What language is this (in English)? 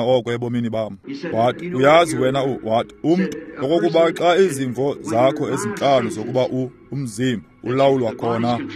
Xhosa